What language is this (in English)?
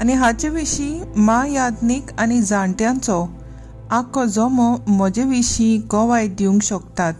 Konkani